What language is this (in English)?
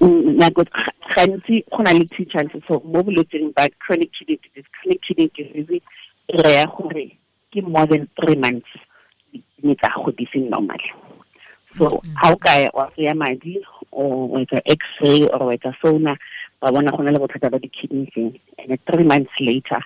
Tswana